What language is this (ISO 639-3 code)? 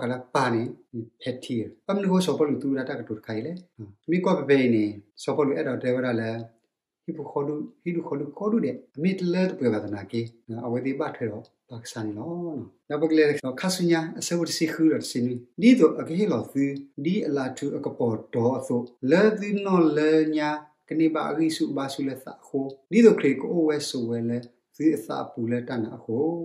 ksw